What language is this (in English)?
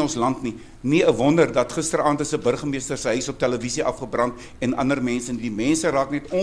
Afrikaans